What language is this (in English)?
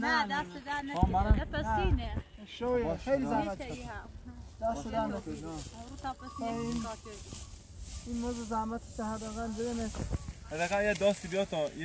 Persian